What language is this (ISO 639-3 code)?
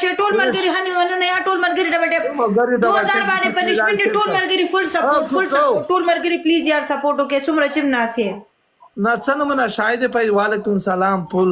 pus